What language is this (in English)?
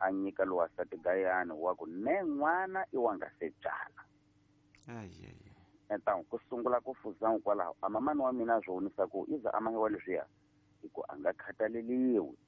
Tsonga